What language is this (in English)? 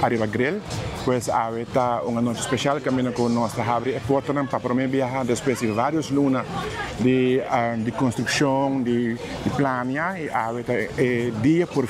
Papiamento